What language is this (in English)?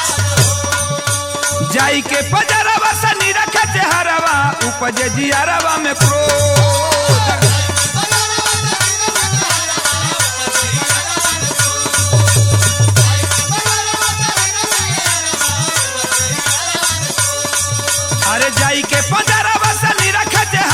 Bhojpuri